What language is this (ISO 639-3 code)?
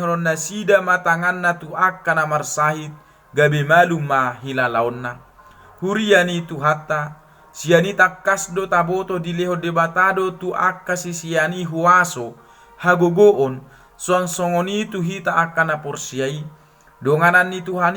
bbc